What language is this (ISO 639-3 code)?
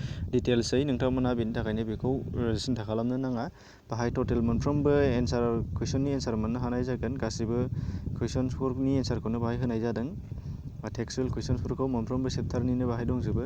brx